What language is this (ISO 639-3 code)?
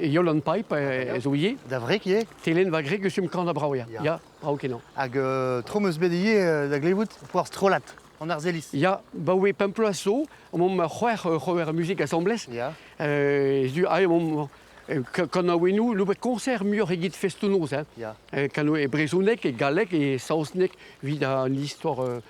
bre